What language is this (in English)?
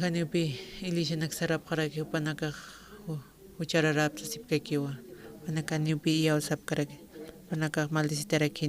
Aymara